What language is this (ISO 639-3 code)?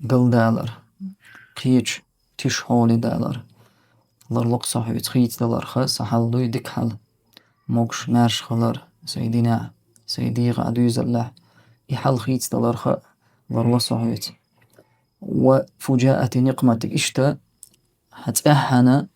che